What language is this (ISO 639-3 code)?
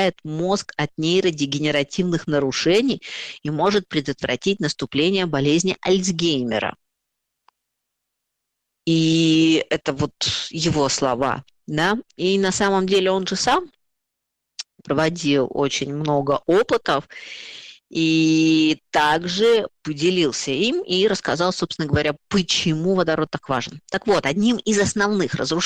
rus